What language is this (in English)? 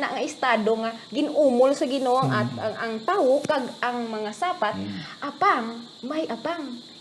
Hiligaynon